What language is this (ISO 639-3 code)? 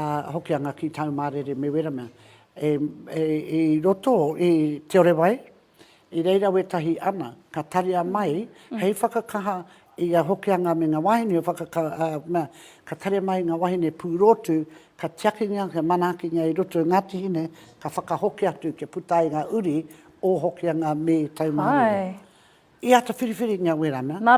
mri